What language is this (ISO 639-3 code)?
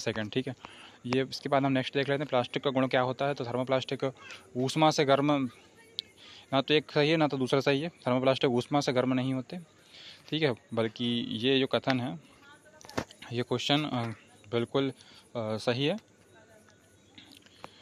hin